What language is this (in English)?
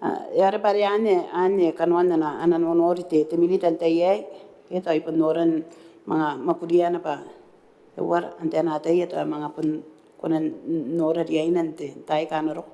Gilbertese